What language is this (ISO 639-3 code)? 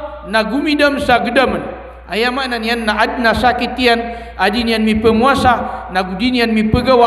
mrw